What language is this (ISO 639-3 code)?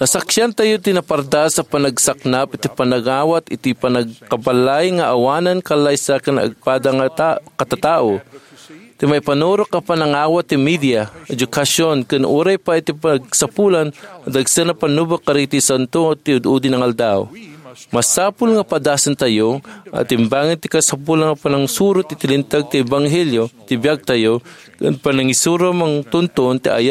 ilo